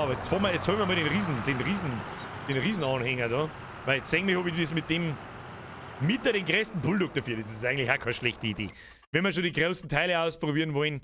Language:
Bavarian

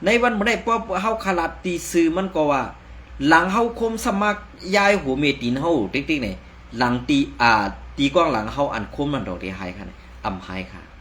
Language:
Shan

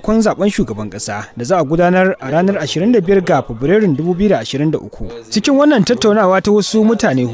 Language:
Hausa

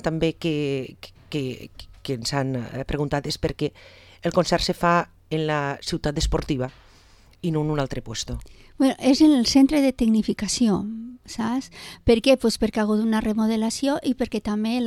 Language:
Catalan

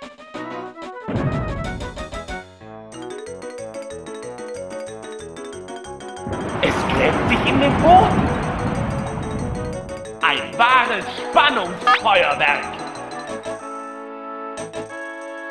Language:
German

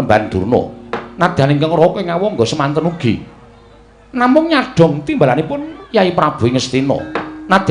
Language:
Javanese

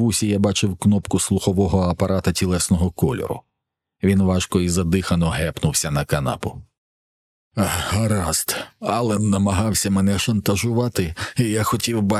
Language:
Ukrainian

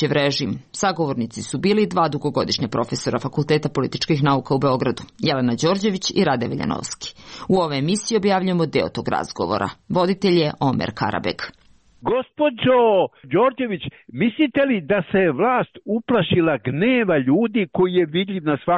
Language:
Serbian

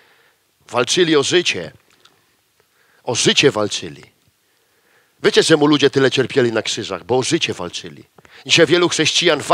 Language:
Polish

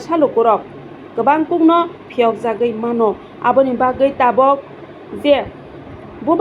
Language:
Kok Borok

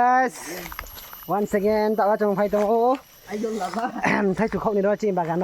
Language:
Riang (India)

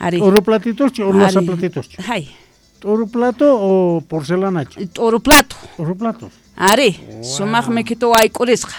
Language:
Quechua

